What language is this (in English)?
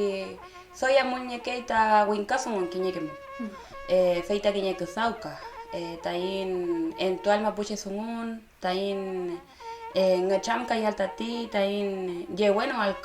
Mapuche